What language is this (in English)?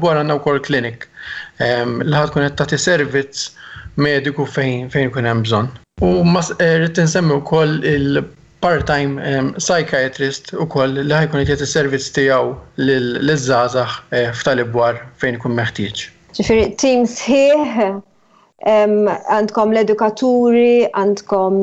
Maltese